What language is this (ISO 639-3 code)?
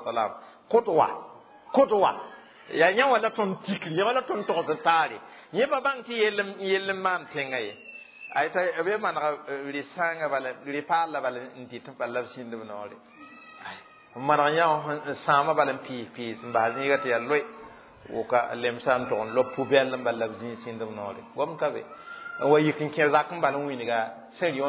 mos